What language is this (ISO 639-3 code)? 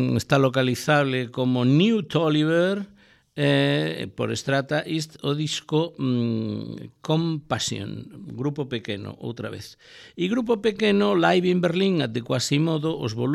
glg